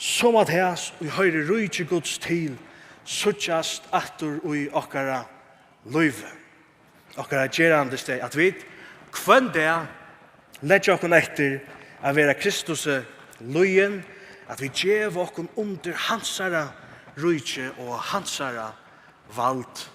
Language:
Faroese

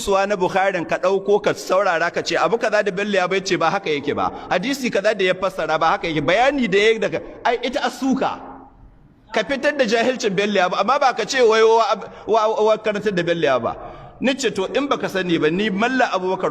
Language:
Hausa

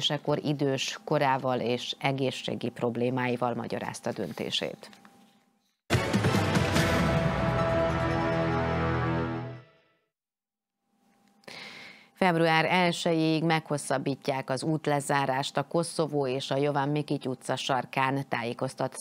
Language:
Hungarian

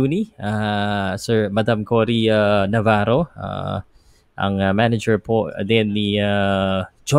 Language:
Filipino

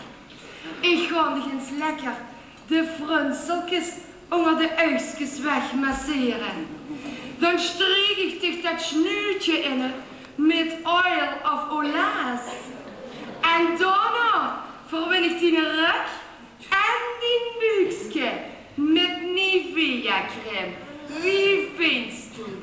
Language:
Limburgish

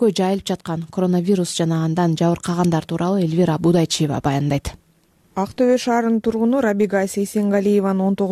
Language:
Kyrgyz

